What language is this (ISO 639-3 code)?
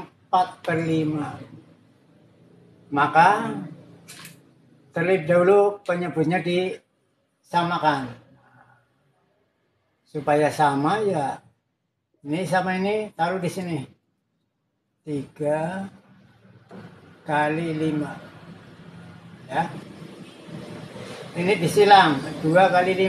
ind